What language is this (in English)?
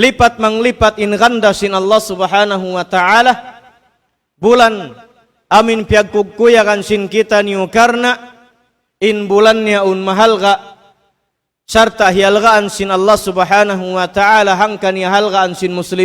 Tausug